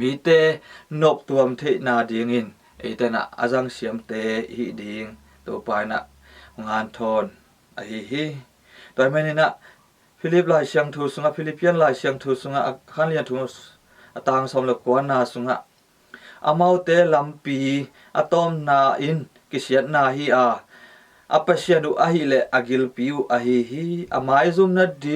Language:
Tedim Chin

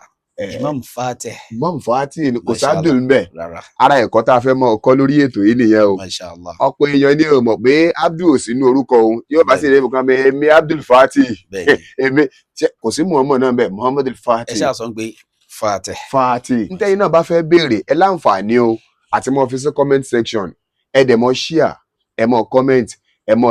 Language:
Yoruba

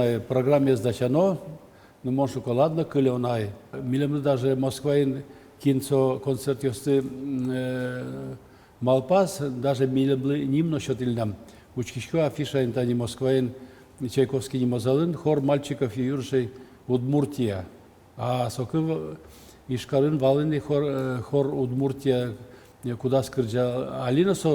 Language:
Udmurt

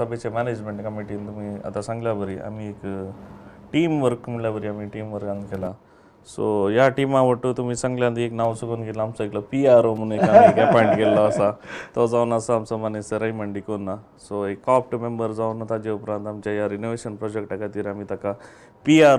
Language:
Konkani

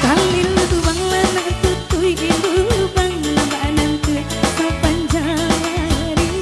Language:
Minangkabau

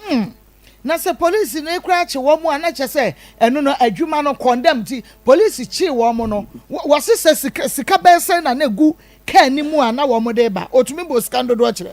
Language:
Akan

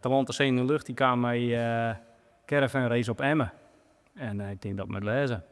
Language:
Western Frisian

